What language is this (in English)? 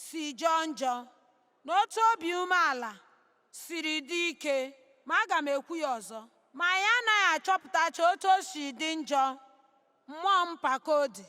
Igbo